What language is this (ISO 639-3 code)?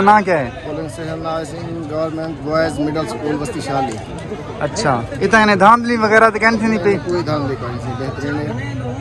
skr